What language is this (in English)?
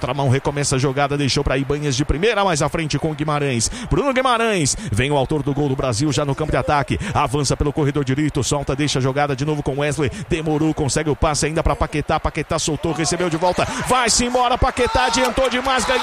Portuguese